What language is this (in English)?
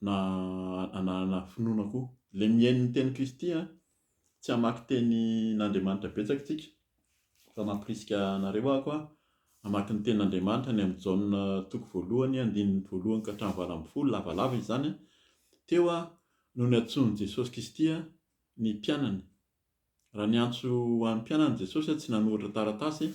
Malagasy